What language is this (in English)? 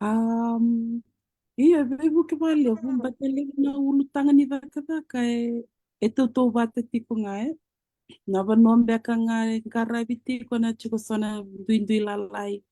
Fijian